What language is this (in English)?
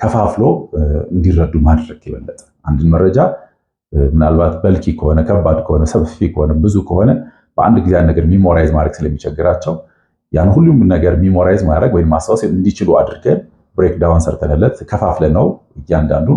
Amharic